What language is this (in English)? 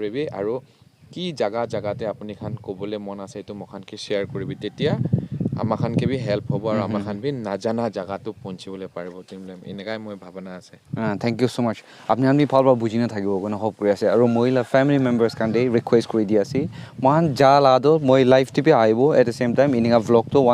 Naga Pidgin